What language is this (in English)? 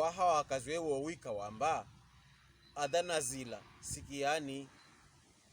Pokomo